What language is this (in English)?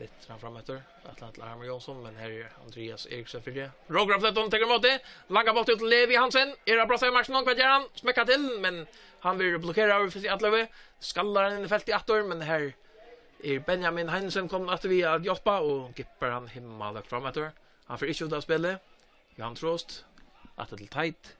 Faroese